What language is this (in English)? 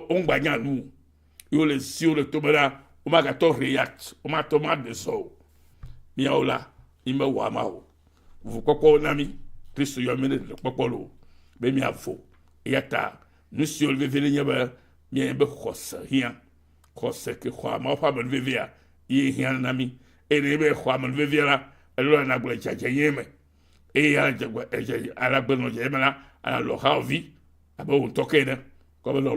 Ewe